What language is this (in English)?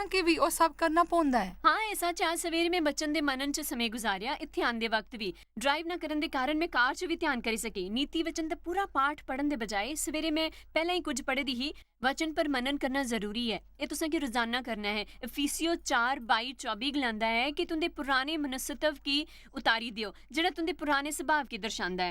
Dogri